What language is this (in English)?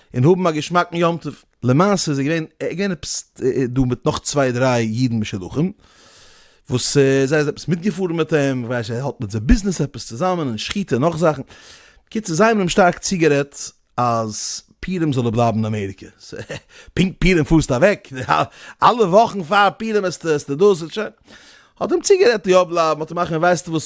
Yiddish